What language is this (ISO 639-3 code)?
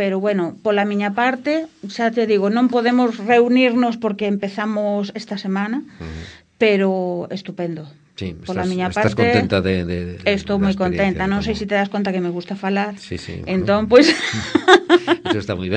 glg